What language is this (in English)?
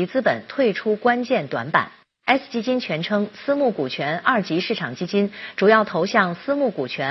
Chinese